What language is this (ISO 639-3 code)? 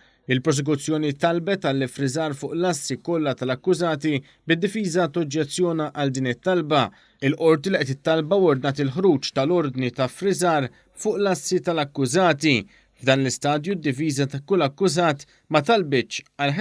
mlt